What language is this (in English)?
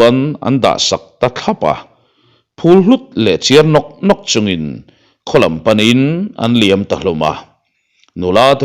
Mizo